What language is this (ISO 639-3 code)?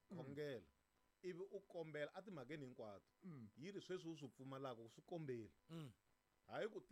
tso